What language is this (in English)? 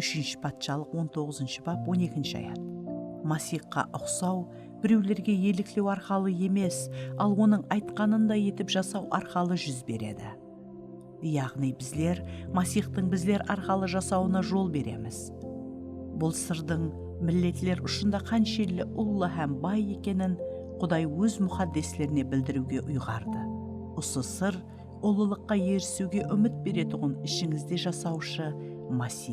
Kara-Kalpak